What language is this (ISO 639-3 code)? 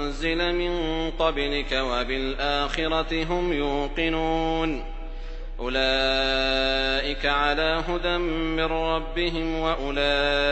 ara